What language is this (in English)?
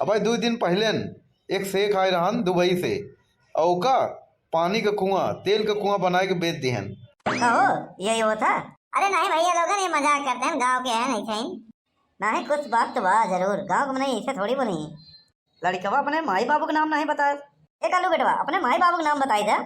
Awadhi